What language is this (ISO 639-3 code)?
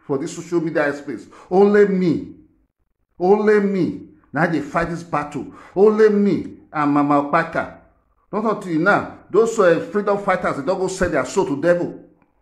pcm